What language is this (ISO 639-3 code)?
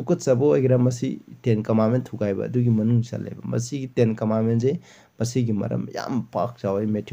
mni